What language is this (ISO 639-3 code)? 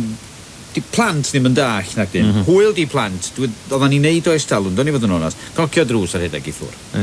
cym